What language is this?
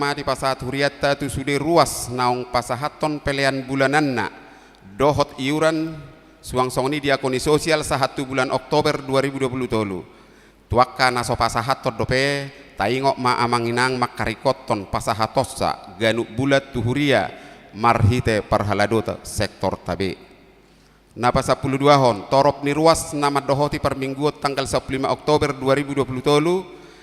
Batak Toba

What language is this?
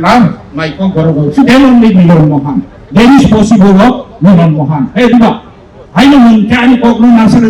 Kok Borok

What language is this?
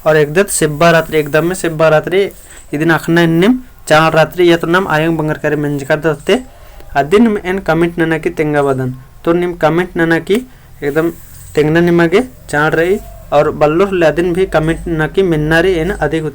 Kurukh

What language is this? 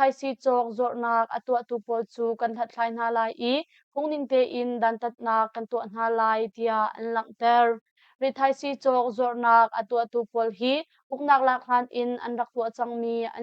Hakha Chin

